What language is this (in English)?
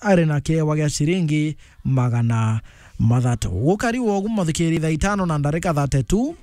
Meru